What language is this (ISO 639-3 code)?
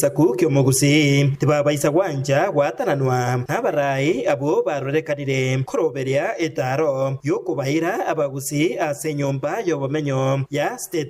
guz